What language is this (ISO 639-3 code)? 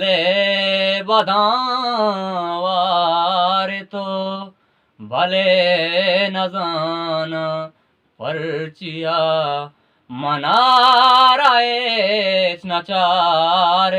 bgp